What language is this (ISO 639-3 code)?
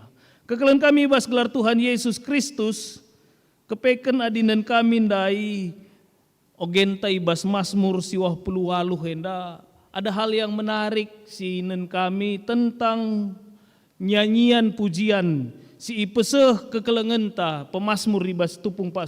btx